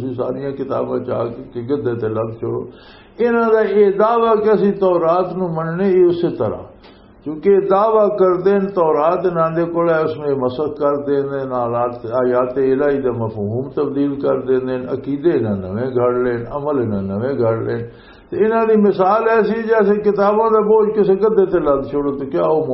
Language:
Western Panjabi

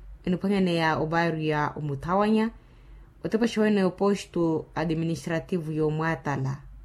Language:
Makhuwa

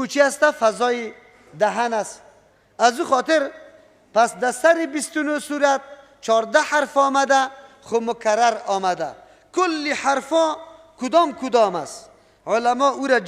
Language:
Persian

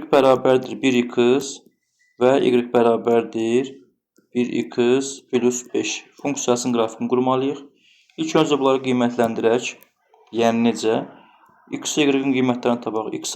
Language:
Azerbaijani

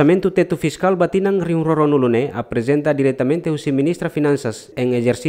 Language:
Tetum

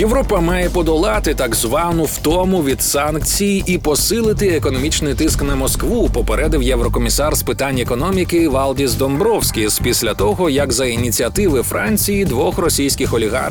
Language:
Ukrainian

